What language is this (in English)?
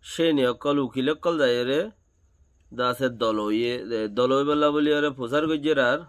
Rohingya